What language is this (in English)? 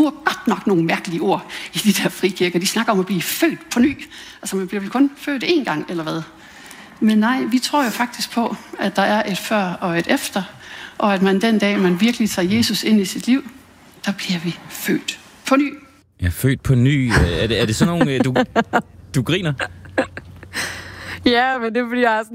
Danish